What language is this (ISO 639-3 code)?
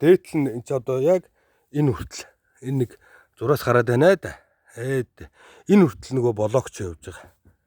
mon